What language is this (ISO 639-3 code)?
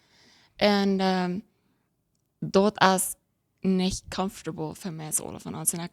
pdt